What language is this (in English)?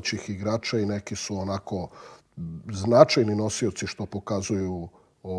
Serbian